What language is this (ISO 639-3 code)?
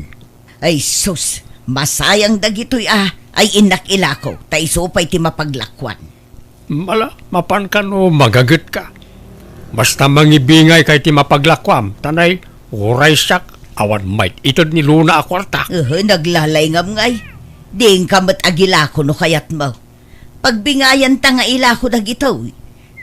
ilo